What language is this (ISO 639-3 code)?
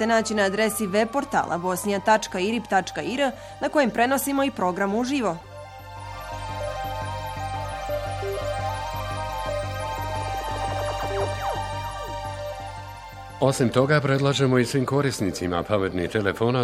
bos